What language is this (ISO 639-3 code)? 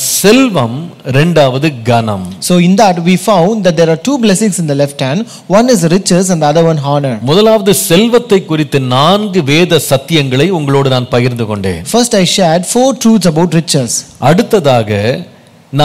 tam